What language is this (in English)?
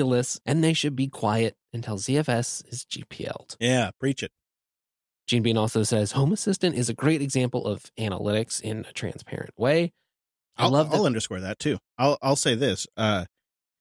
English